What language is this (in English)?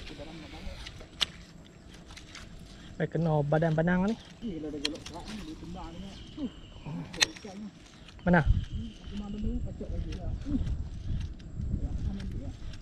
Malay